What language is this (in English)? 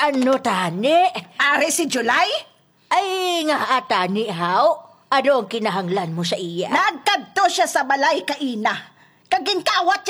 Hiligaynon